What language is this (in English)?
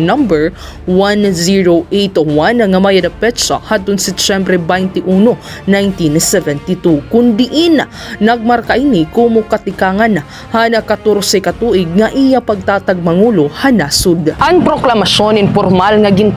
Waray